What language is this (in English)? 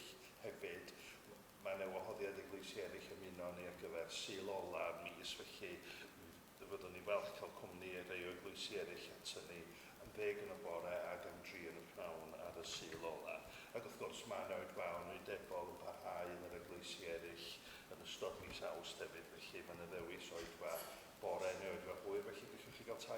Welsh